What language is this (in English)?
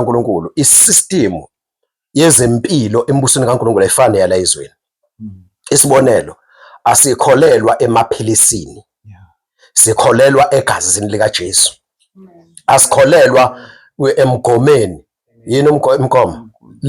Zulu